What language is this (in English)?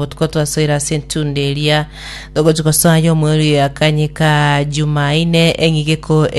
Gusii